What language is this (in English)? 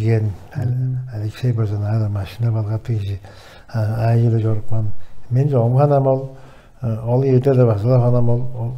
Tuvinian